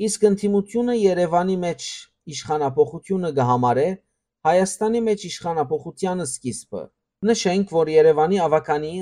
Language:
Western Armenian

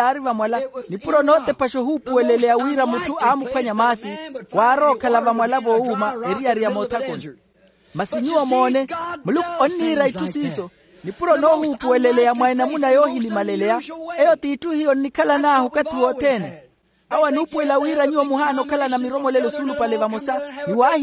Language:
Makhuwa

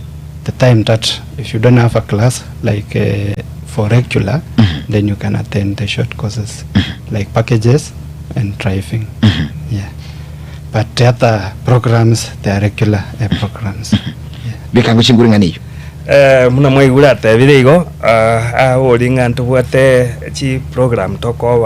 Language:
Gusii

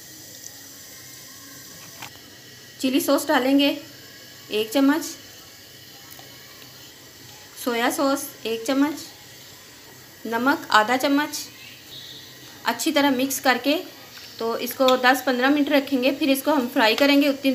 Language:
Hindi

